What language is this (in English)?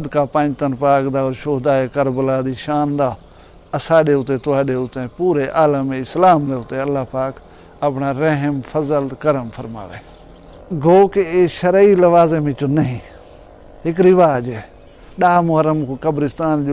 Saraiki